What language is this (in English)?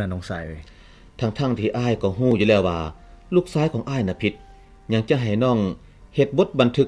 Lao